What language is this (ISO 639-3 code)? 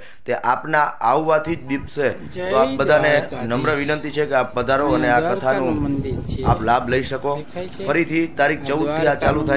guj